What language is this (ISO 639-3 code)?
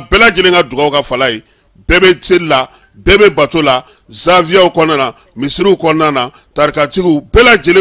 bam